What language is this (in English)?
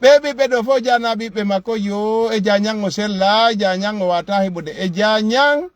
Fula